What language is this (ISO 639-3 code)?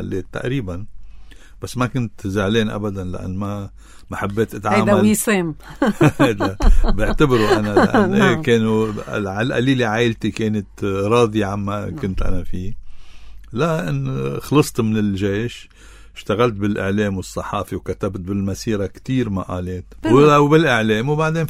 apc